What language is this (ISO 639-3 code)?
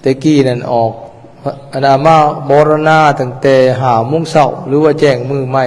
lao